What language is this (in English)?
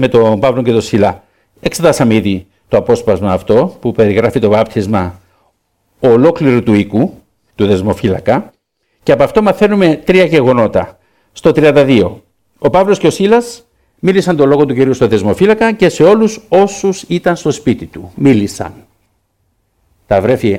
Greek